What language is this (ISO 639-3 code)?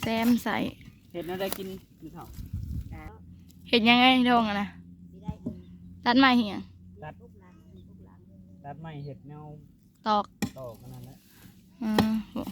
tts